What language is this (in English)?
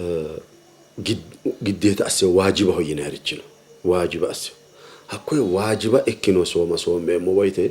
Sidamo